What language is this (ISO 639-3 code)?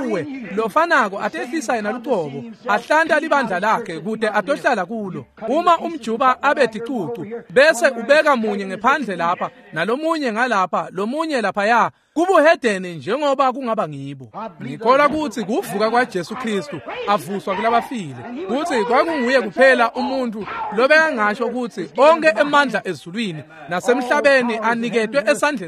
ssw